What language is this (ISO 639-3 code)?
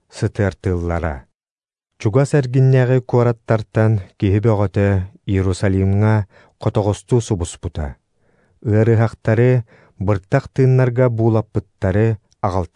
sah